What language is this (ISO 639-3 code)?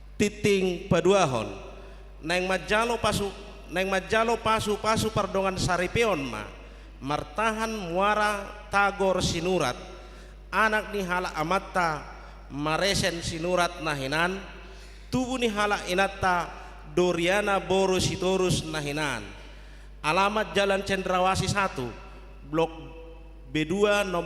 bbc